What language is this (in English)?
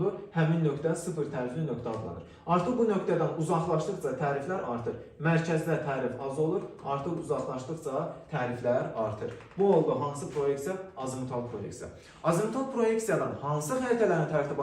Azerbaijani